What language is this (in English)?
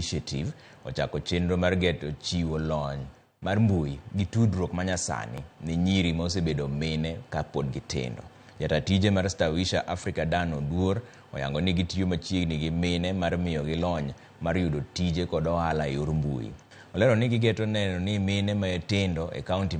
Luo (Kenya and Tanzania)